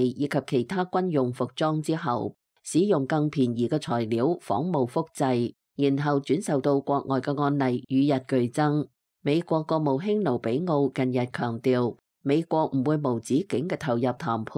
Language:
Cantonese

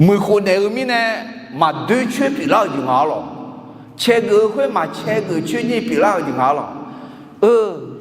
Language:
Akha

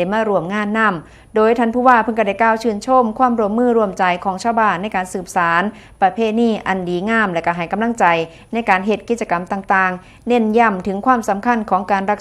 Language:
Northeastern Thai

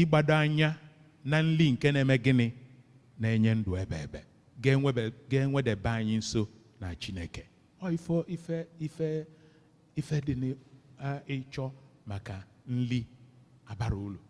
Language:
Igbo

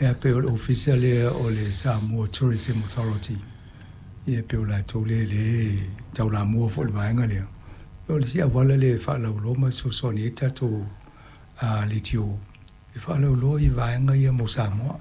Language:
Samoan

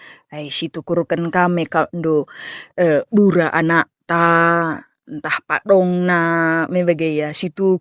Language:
Batak Karo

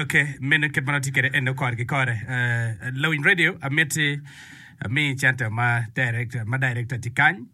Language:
Acoli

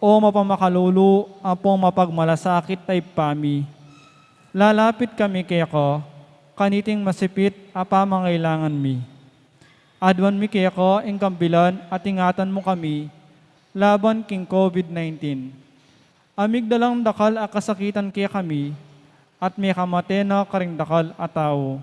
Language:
Pampanga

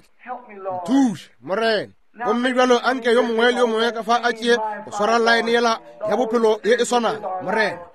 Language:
Northern Sotho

